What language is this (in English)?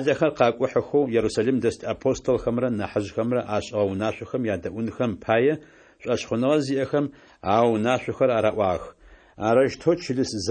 Adyghe